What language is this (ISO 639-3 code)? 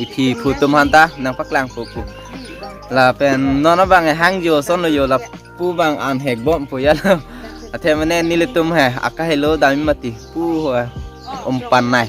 mjw